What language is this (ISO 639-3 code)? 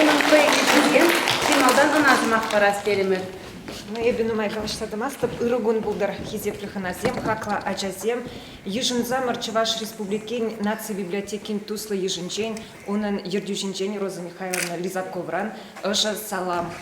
chv